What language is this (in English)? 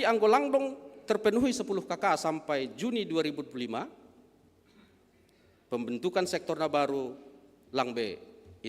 Batak Simalungun